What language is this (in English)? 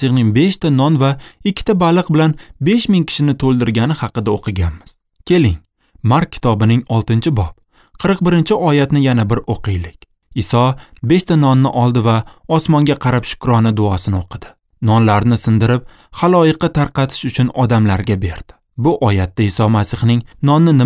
Uzbek